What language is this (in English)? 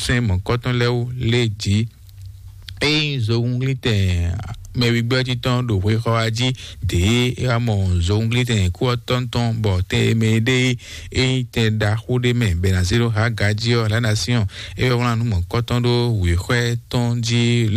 Fon